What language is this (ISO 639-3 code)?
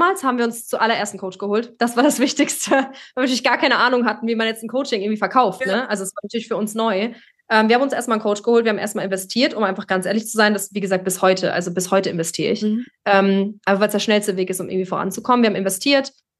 deu